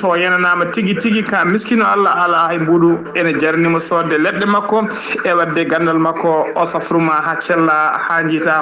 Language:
Fula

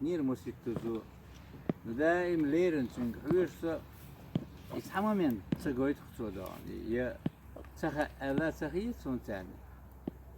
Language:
Chechen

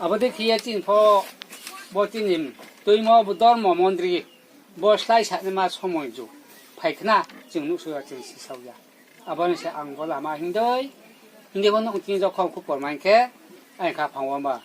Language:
Riang (India)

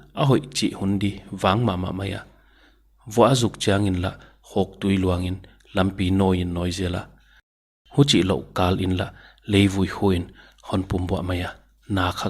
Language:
Paite Chin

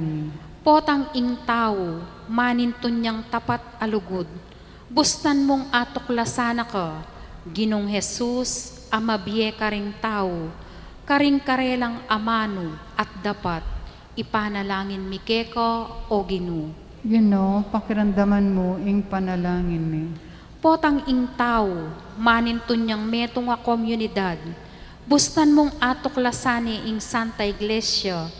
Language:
Pampanga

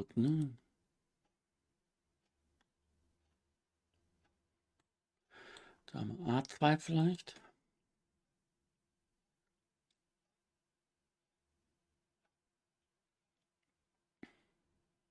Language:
German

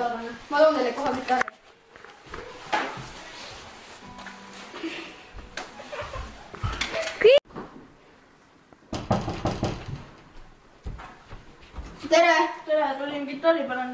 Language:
Estonian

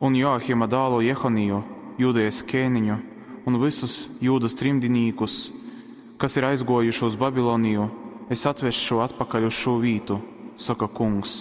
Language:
Latgalian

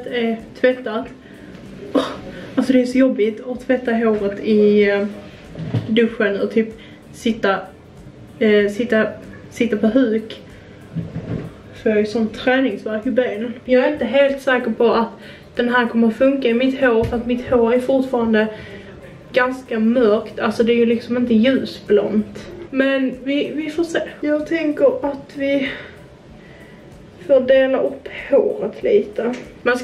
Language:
Swedish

